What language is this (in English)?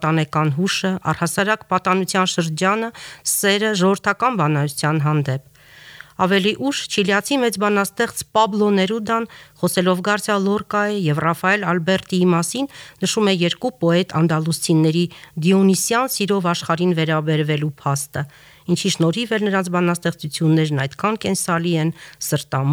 Armenian